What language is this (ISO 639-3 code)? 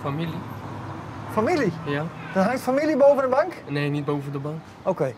fry